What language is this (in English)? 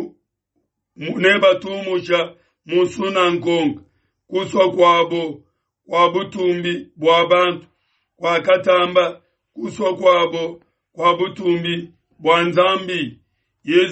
Luba-Lulua